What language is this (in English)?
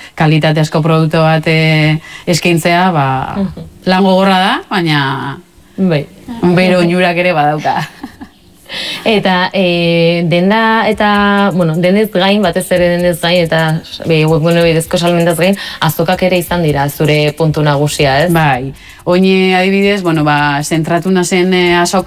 Basque